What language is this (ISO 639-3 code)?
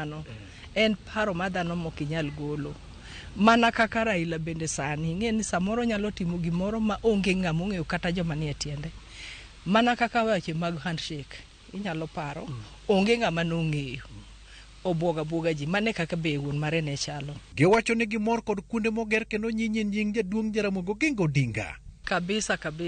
luo